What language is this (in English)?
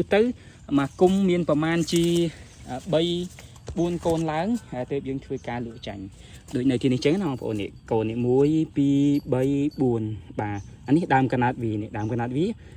Khmer